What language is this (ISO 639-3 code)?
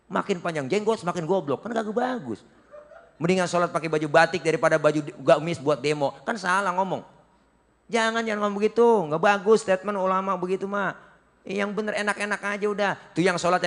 bew